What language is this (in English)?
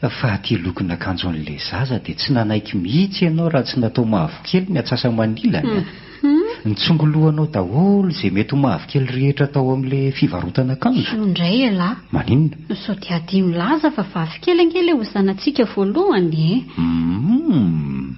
Malagasy